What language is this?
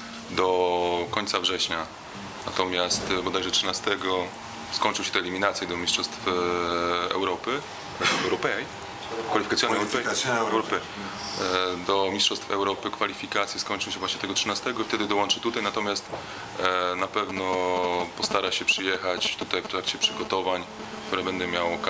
Polish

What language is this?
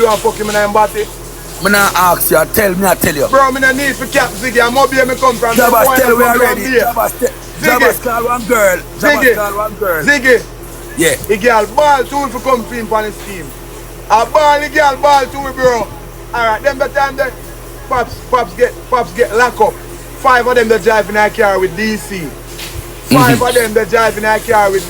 Jamaican Creole English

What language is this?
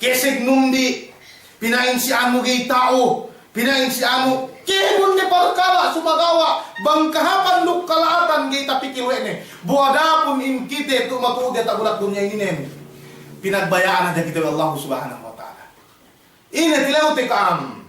Yakan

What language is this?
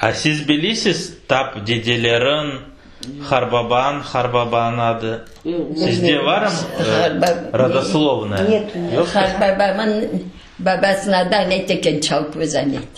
Crimean Tatar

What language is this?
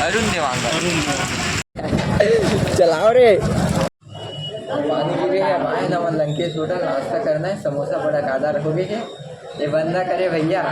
Chhattisgarhi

